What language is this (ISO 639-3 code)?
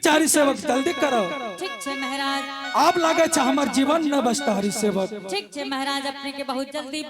anp